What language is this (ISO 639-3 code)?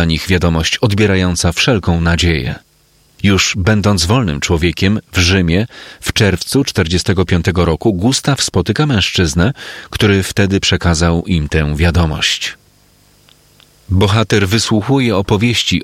pol